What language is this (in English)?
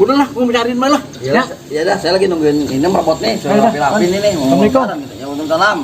Betawi